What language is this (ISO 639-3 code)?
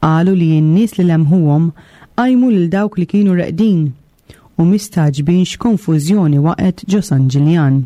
mlt